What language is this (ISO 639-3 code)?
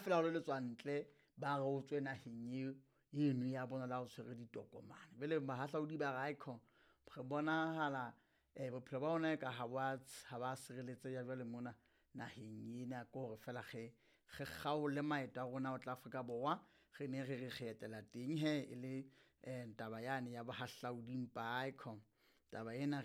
sot